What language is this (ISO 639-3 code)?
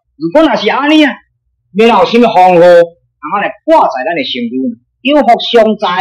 nan